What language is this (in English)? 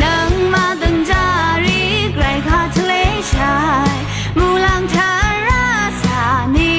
Rawang